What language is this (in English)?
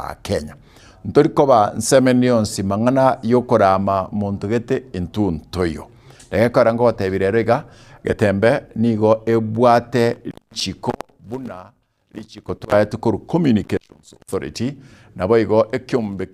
Gusii